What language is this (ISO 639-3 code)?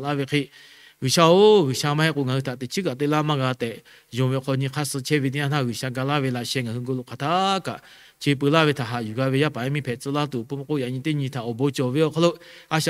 lhu